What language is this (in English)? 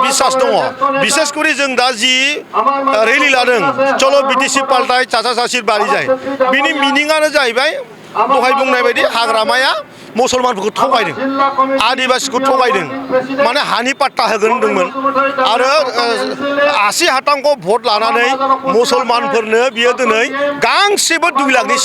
Bodo